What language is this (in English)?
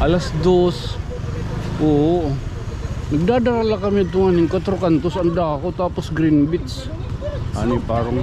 Waray